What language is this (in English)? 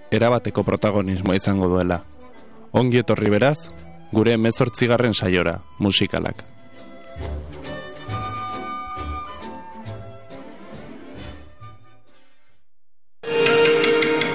Basque